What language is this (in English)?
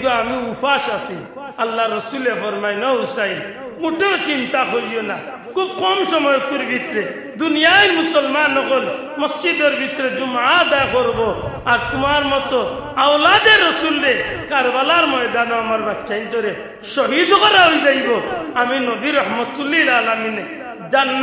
Sylheti